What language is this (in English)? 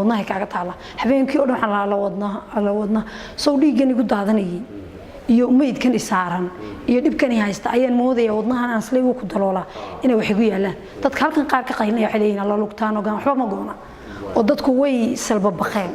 Somali